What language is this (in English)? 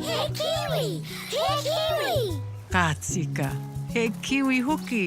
Māori